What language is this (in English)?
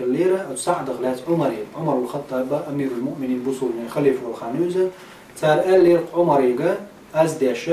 Chechen